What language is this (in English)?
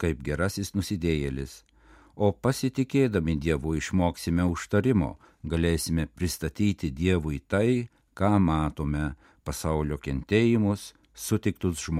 Lithuanian